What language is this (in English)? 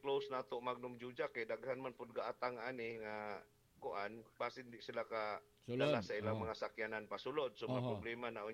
Cebuano